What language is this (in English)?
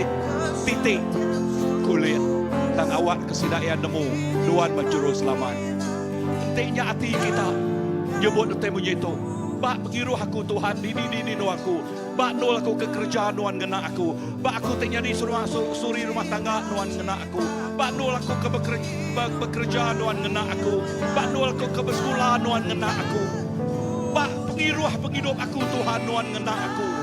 Iban